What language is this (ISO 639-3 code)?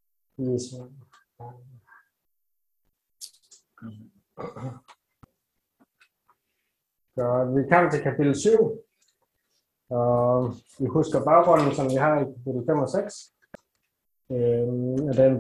dan